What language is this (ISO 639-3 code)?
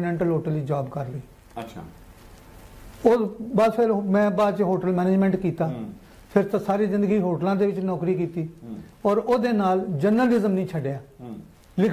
pan